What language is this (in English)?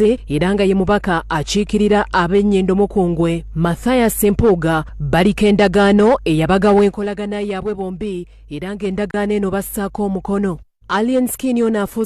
Ganda